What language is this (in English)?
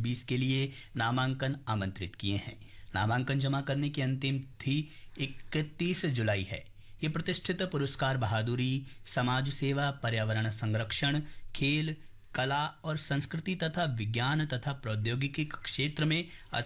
Hindi